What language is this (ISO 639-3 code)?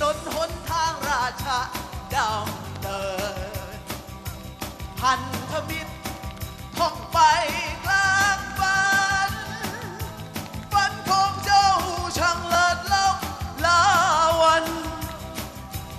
tha